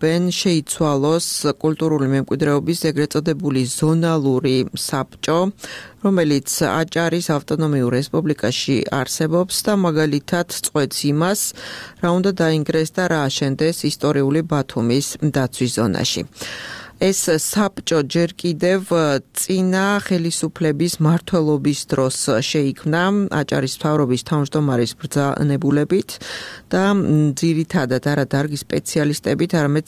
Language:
Georgian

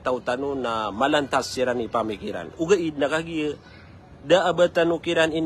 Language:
Maranao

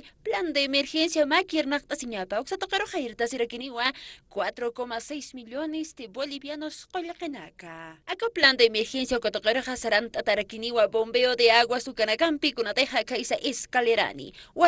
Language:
Aymara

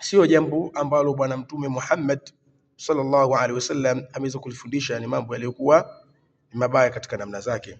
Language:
Swahili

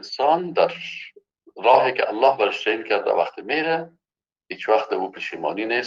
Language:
Persian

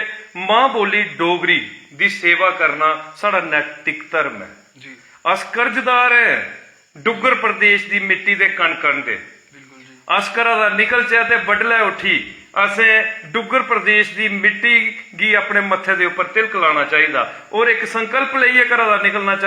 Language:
Dogri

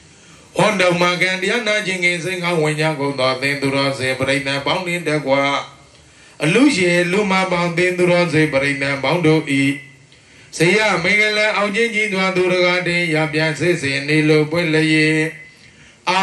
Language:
Burmese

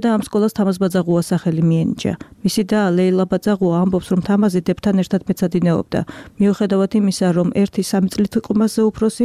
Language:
Georgian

